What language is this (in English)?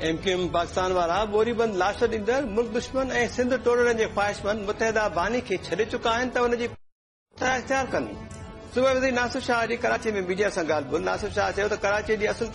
Sindhi